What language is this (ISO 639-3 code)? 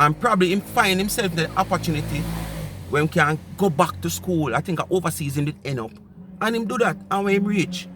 jam